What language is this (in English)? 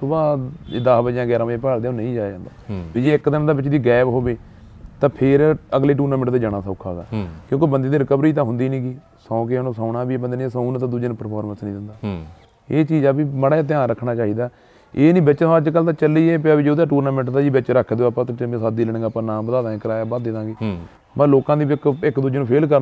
Punjabi